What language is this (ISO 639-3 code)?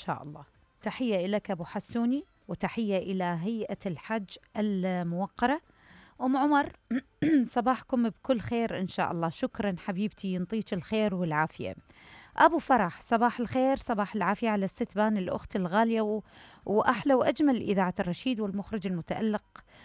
acm